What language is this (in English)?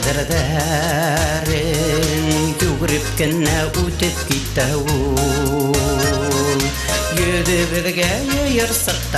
Bashkir